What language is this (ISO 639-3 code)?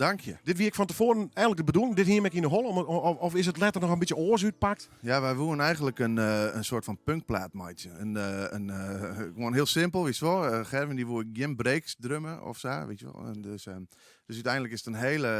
fry